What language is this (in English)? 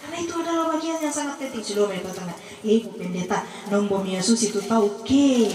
Toraja-Sa'dan